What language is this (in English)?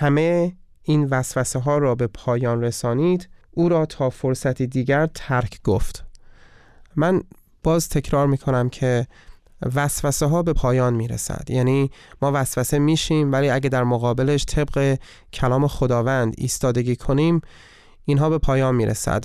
Persian